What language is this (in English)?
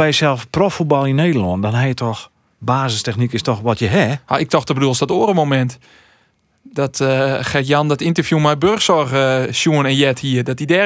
Western Frisian